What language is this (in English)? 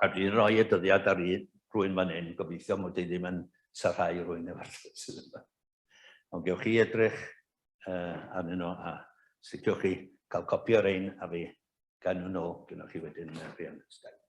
Welsh